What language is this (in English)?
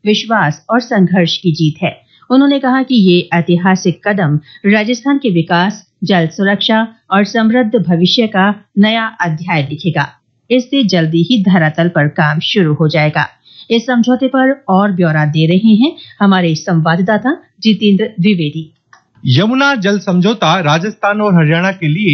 Hindi